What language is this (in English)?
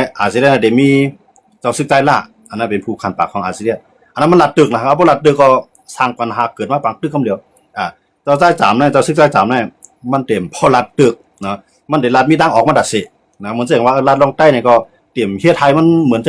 Shan